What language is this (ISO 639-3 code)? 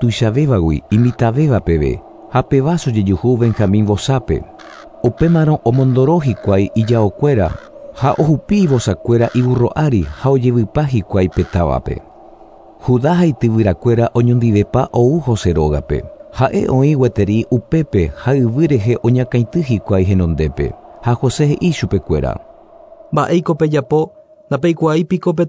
grn